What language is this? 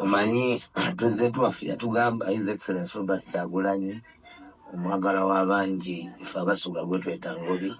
Ganda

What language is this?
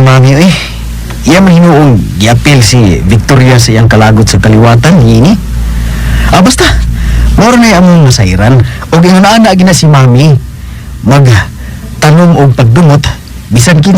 Cebuano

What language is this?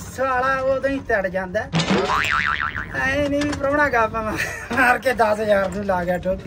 Punjabi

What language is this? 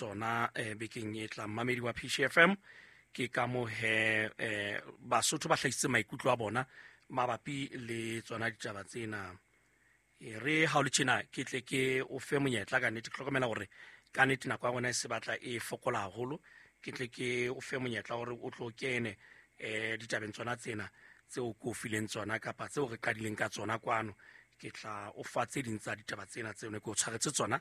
Southern Sotho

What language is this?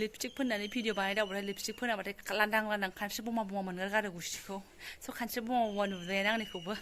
Bodo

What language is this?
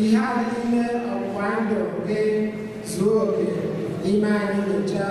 Igbo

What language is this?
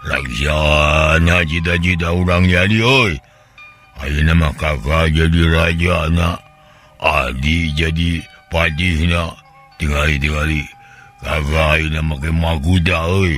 Sundanese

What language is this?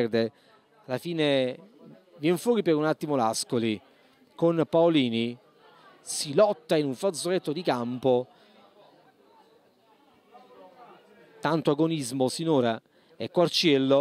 Italian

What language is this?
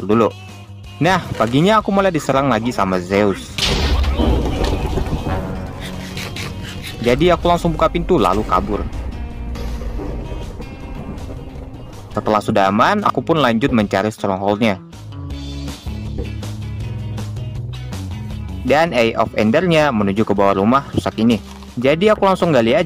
Indonesian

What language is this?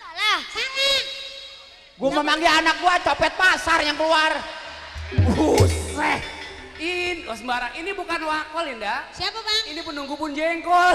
Betawi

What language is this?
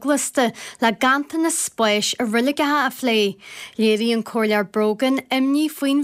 Irish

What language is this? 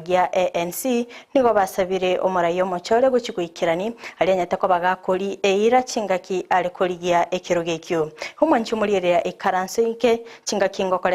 Gusii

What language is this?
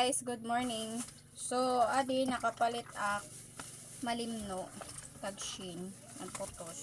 Waray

